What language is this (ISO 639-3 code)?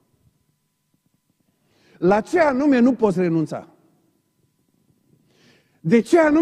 ron